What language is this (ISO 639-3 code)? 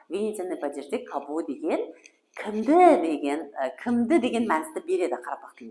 kaa